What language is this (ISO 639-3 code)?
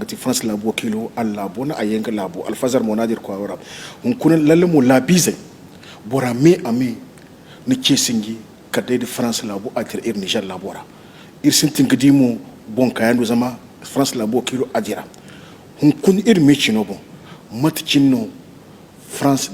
dje